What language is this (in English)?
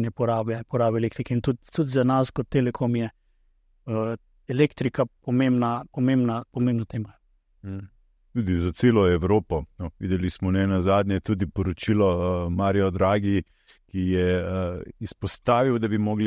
Slovenian